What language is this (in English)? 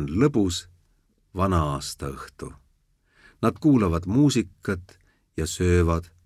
Estonian